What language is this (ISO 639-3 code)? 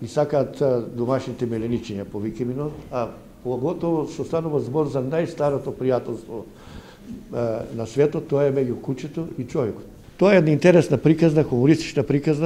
mkd